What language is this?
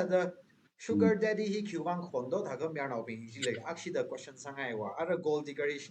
Tangkhul Naga (India)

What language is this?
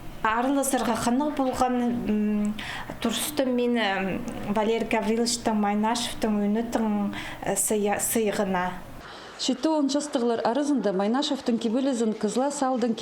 Khakas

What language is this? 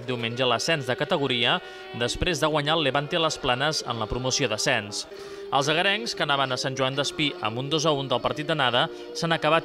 Catalan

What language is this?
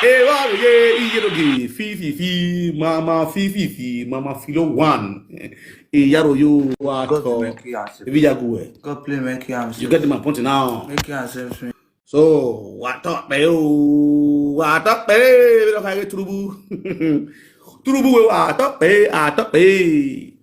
Nigerian Pidgin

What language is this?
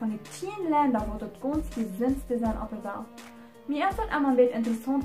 Plautdietsch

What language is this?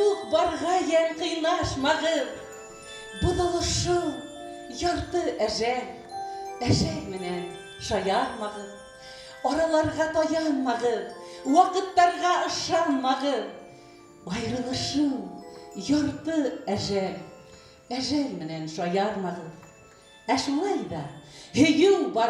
Bashkir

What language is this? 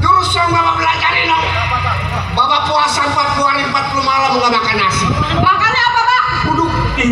Betawi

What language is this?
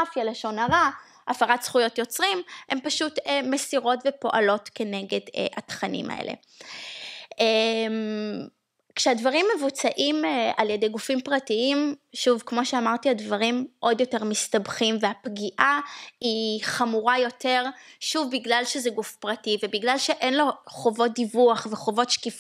Hebrew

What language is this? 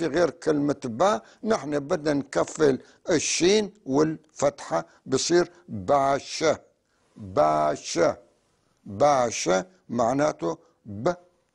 North Levantine Arabic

